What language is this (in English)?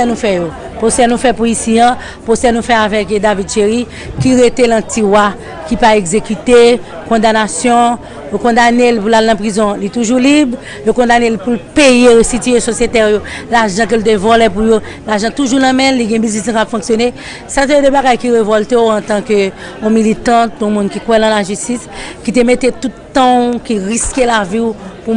Haitian Creole